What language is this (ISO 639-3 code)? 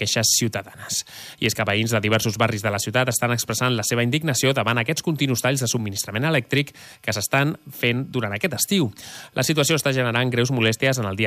cat